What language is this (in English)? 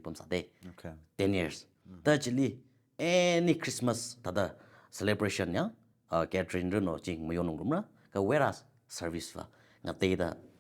Tangkhul Naga (India)